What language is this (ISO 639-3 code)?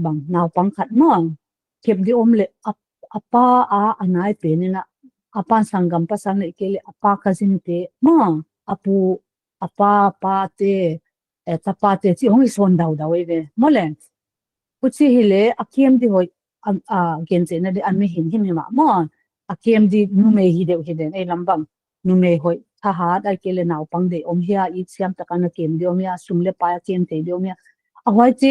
pck